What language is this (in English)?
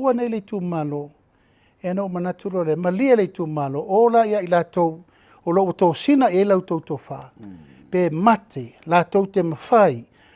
Samoan